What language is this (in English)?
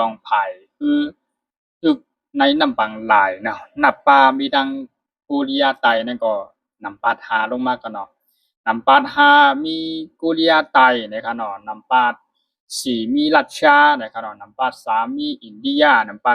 Shan